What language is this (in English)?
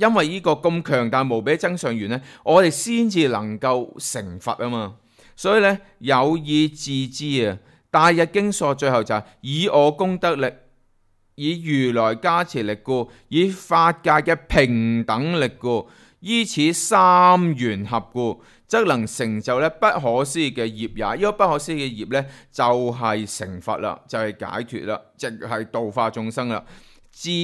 Cantonese